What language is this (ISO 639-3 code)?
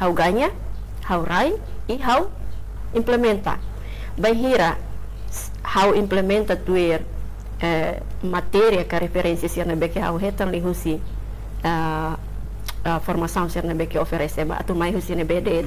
tet